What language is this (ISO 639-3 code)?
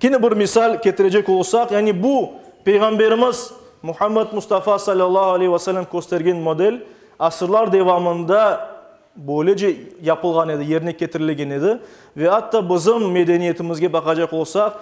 crh